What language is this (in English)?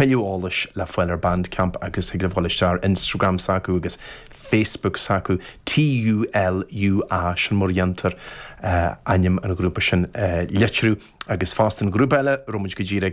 Irish